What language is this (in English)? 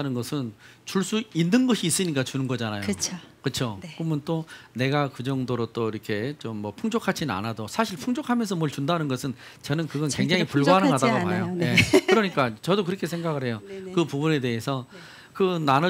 Korean